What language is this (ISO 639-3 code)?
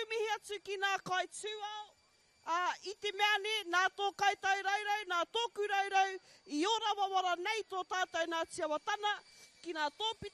mri